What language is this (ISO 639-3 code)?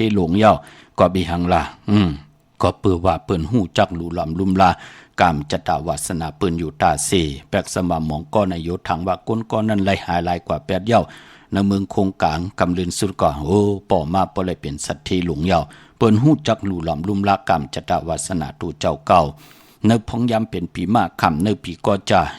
shn